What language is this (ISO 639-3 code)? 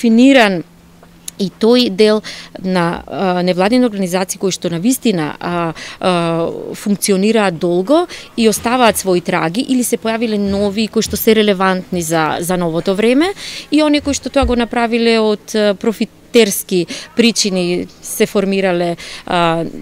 mkd